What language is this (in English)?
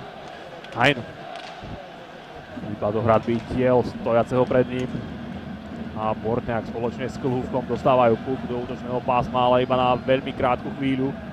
Slovak